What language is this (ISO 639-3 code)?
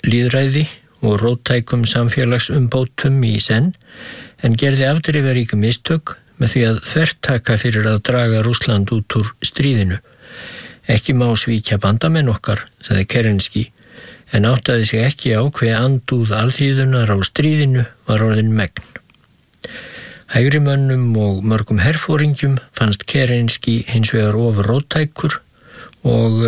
isl